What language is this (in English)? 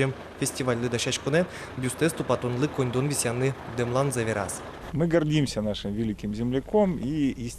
Udmurt